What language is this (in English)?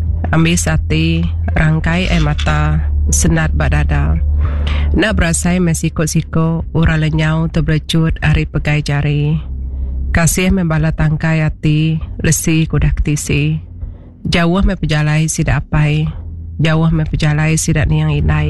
Iban